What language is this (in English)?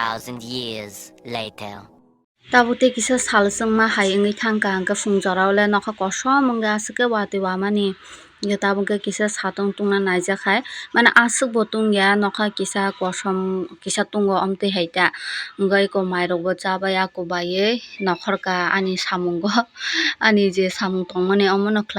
Kok Borok